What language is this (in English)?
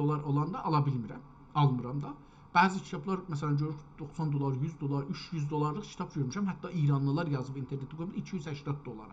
South Azerbaijani